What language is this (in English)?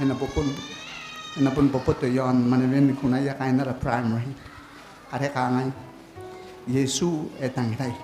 Gilbertese